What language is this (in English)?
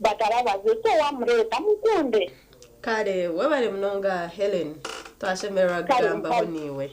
Nyankole